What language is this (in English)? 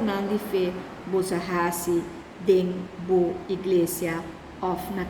Papiamento